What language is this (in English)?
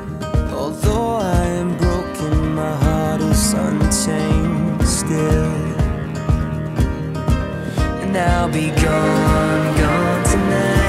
English